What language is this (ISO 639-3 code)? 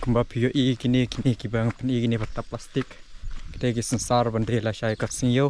kha